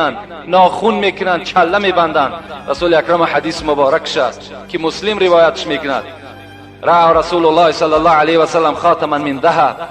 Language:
Tajik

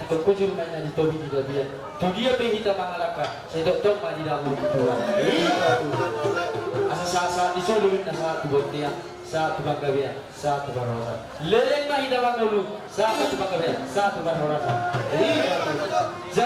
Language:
Batak Toba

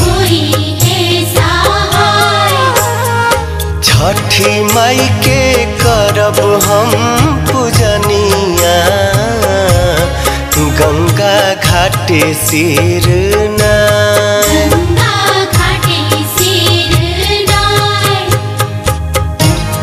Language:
Bhojpuri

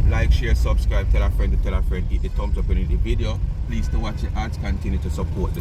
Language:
Jamaican Creole English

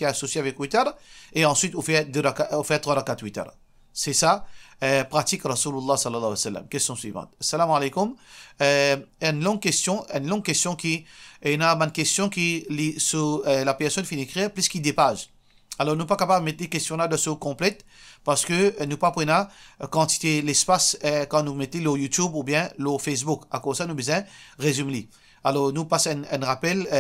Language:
Morisyen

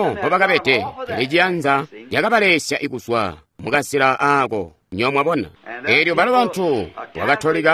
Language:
Tonga (Zambia)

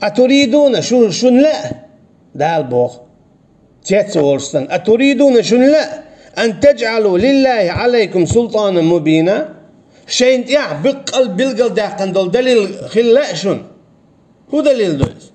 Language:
Chechen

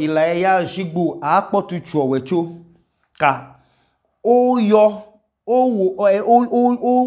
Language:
Idoma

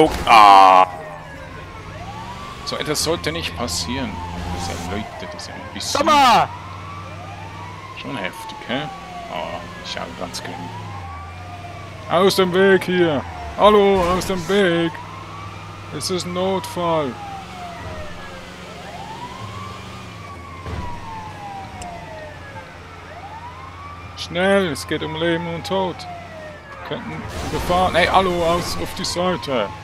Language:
German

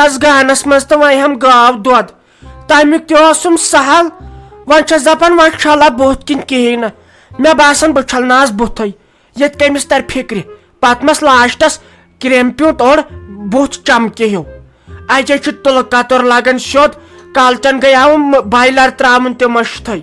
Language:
Kashmiri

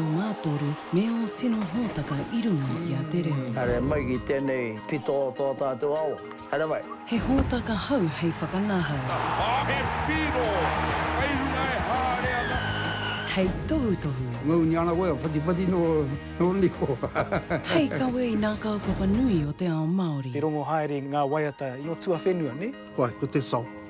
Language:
Māori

